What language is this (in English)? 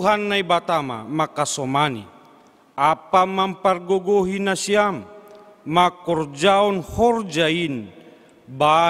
Batak Simalungun